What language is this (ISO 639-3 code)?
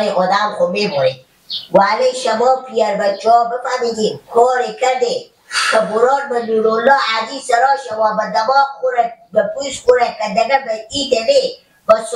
fas